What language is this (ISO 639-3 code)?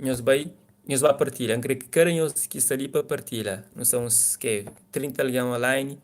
kea